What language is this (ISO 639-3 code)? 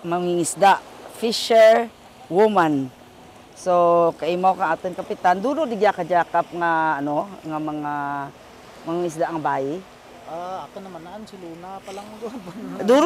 krj